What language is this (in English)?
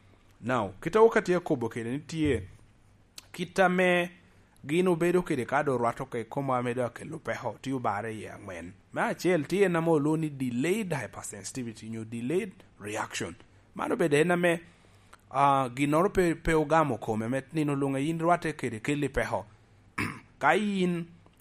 Lango (Uganda)